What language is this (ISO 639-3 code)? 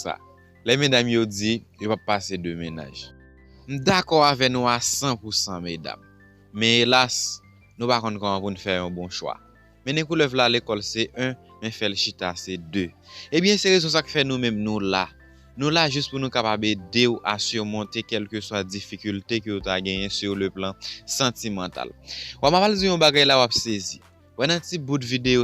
hat